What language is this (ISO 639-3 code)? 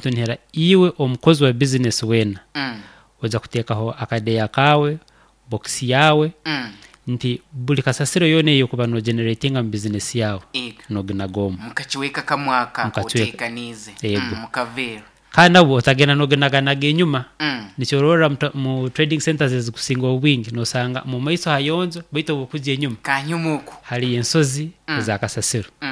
nyo